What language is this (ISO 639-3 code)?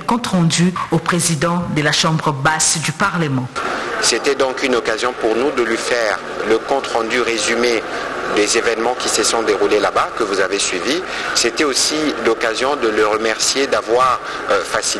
fra